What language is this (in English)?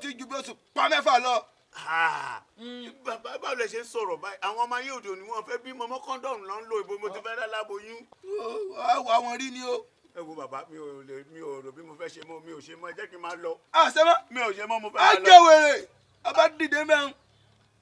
Yoruba